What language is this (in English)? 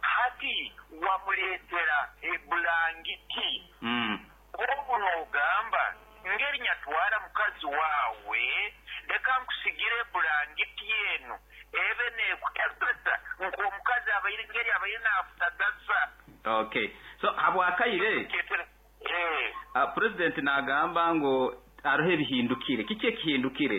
Nyankole